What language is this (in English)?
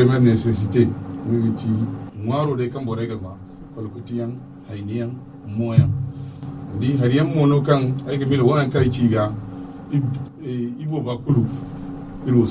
Zarma